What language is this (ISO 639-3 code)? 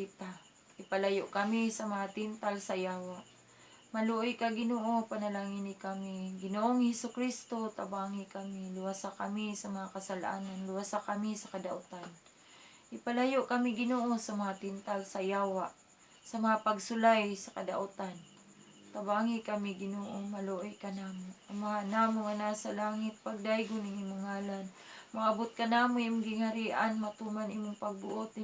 ceb